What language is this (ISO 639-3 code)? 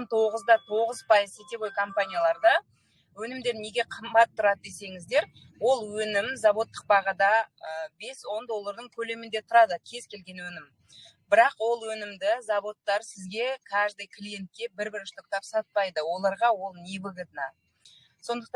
kaz